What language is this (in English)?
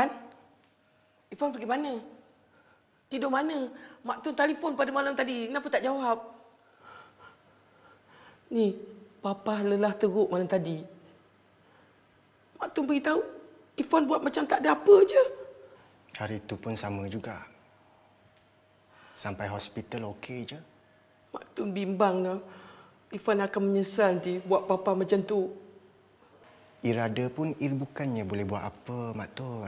Malay